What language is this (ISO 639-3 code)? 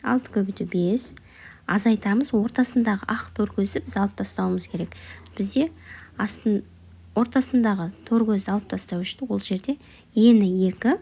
kaz